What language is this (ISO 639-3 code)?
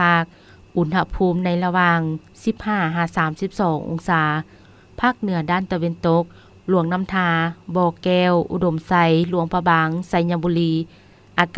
lao